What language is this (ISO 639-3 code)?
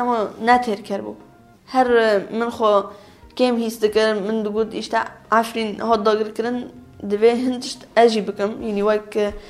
kur